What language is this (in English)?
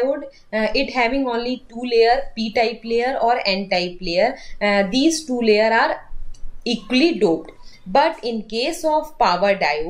English